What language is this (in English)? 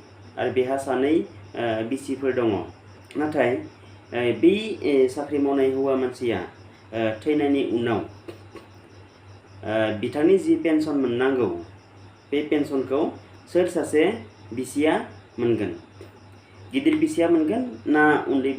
Bodo